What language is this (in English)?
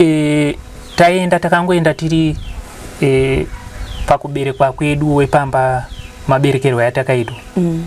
Shona